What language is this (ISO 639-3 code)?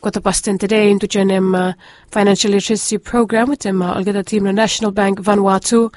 bis